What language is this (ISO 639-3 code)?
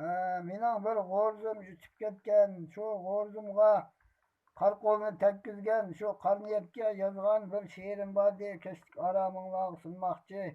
uig